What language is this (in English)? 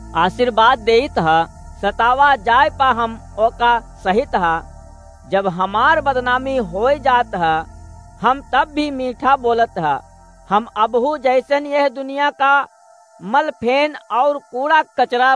Awadhi